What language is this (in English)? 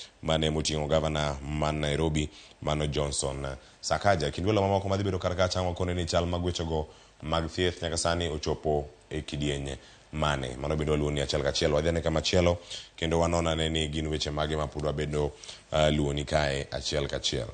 Luo (Kenya and Tanzania)